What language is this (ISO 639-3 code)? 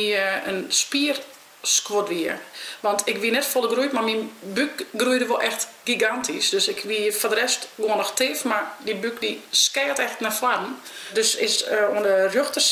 fry